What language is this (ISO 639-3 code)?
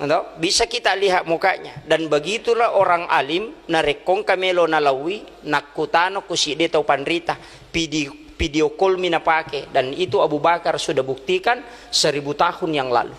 bug